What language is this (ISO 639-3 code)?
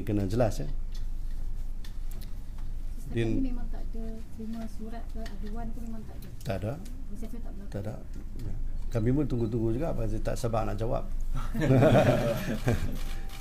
msa